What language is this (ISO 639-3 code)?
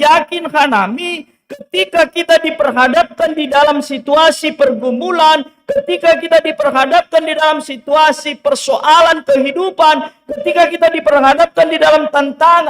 bts